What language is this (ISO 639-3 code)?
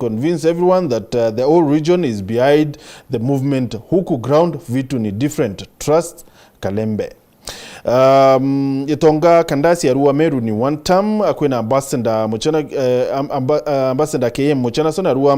mer